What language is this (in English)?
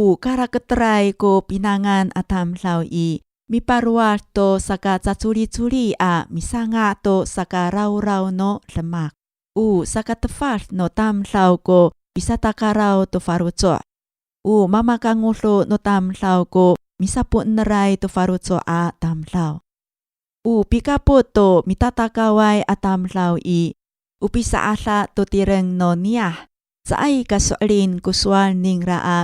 Amis